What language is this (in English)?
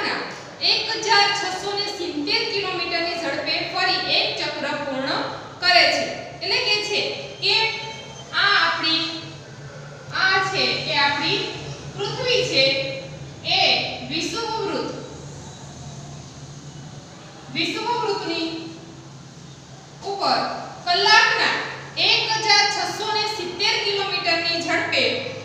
Gujarati